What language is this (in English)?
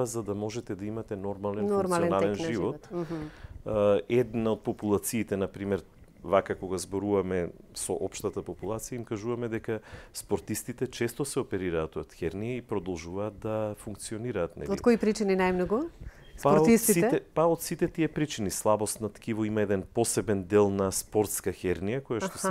Macedonian